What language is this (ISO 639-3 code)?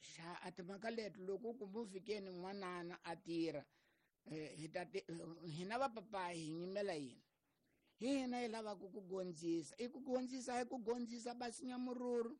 tso